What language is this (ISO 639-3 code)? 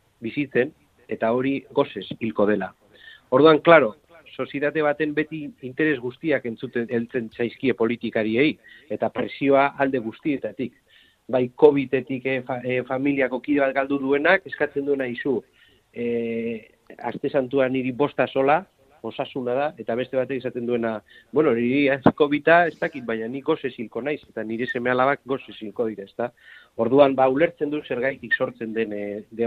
eus